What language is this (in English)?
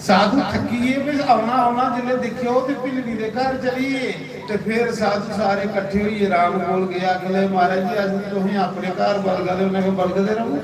Dogri